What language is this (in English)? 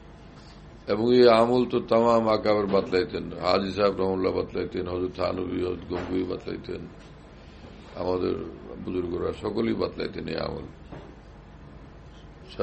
Bangla